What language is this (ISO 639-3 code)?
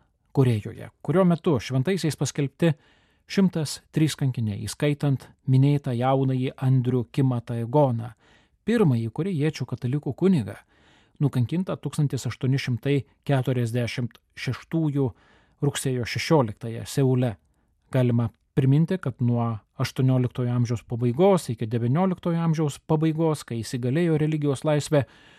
lit